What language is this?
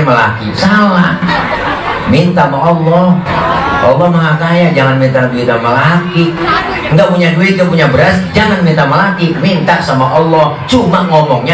Betawi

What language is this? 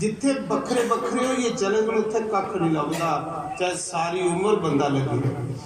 Dogri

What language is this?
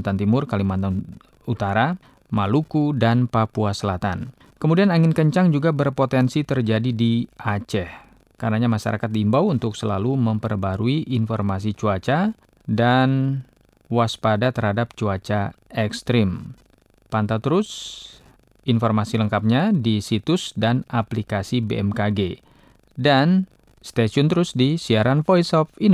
Indonesian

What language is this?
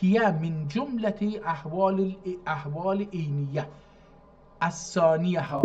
South Azerbaijani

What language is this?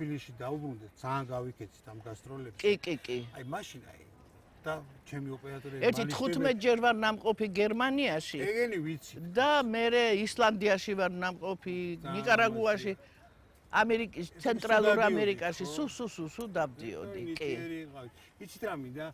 Georgian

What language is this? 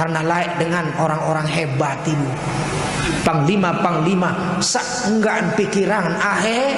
Sasak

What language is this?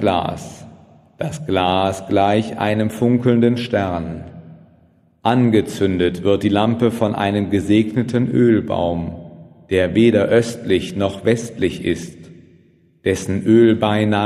German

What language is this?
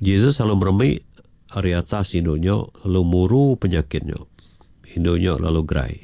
Iban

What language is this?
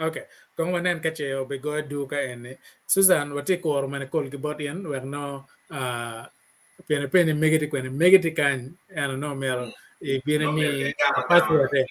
Acoli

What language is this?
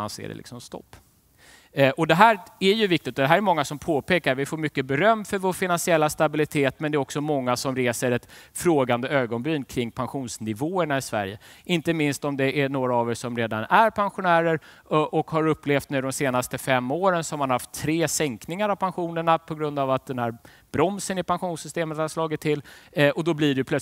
Swedish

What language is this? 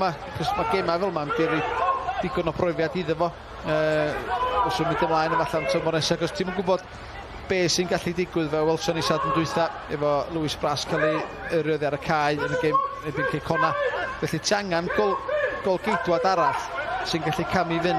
Welsh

